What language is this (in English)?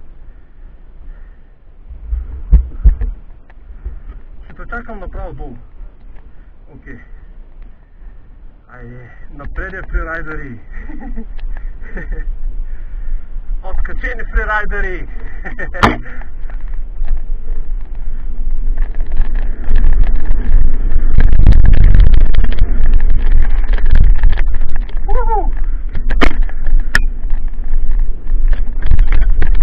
Bulgarian